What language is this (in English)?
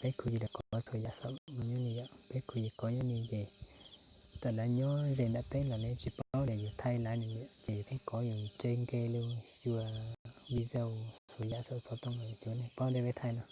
Hmong